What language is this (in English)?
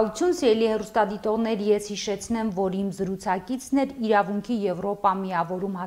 Armenian